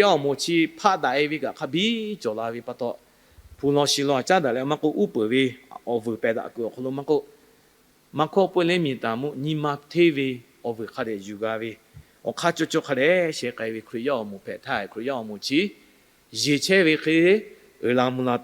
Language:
Lahu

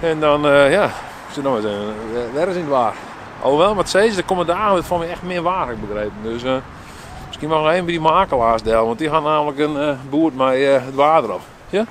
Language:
Western Frisian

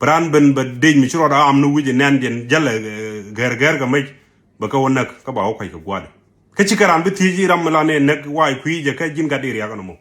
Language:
Nuer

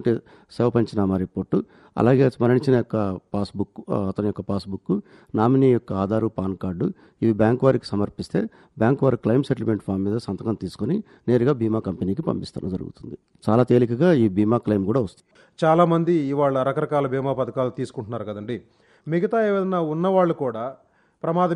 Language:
Telugu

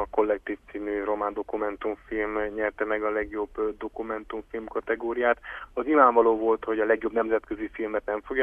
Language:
Hungarian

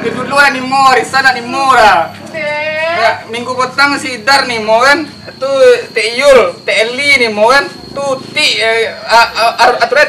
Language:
Minangkabau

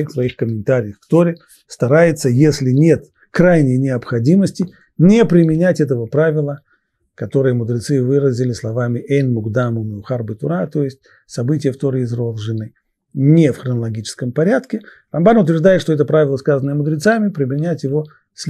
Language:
Russian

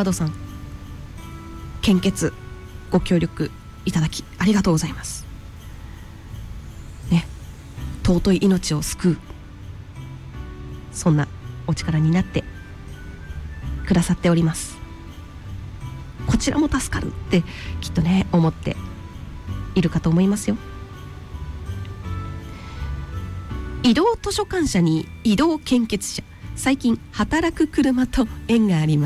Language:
Japanese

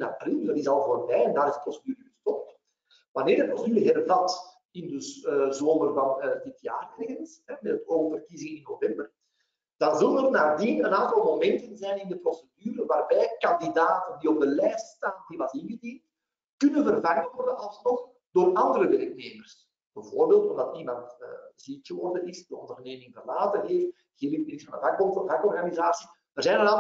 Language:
Dutch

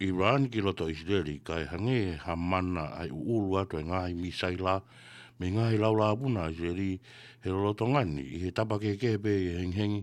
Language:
Tongan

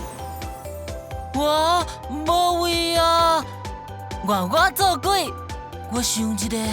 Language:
Min Nan Chinese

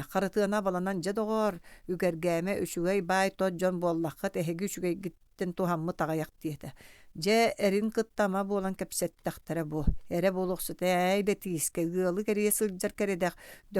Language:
Yakut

